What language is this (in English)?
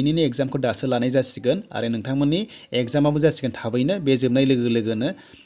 Bodo